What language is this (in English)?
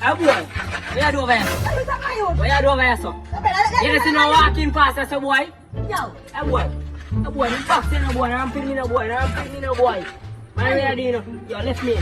Jamaican Creole English